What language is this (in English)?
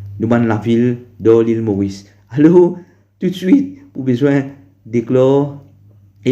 Morisyen